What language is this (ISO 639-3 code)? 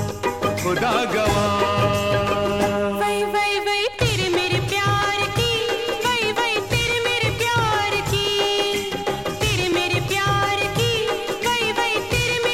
hin